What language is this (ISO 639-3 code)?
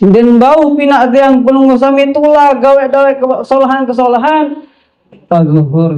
sas